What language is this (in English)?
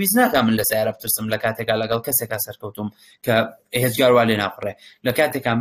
Central Kurdish